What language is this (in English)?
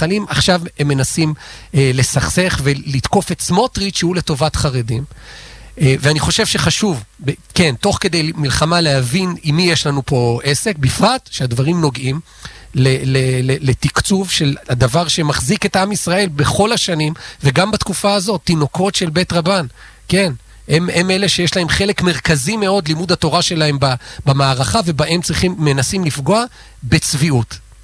Hebrew